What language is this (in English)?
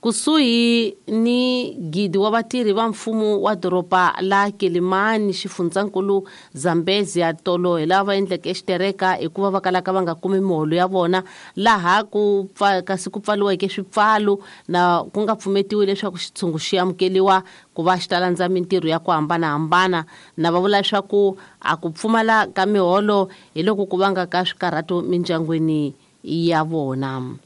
Tsonga